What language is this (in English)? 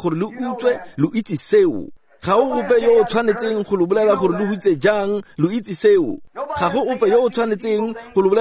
Tswana